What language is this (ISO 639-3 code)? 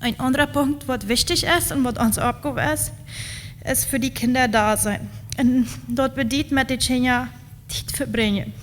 pdt